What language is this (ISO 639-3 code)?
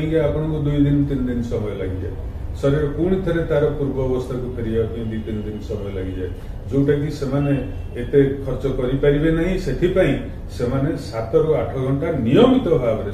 ori